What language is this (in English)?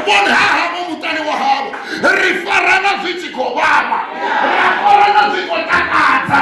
Venda